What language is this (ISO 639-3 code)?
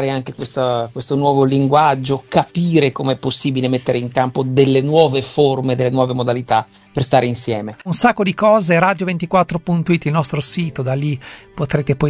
ita